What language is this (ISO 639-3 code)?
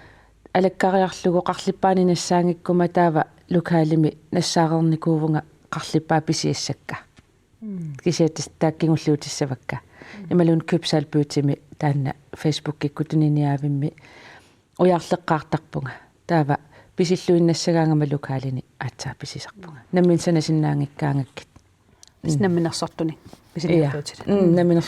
kal